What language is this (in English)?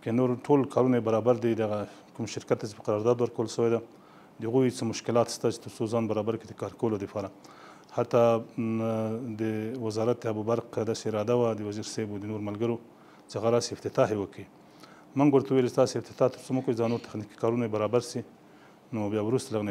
Pashto